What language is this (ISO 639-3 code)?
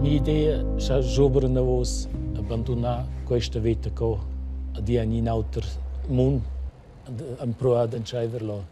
roh